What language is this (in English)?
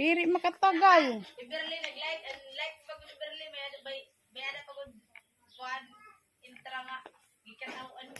Waray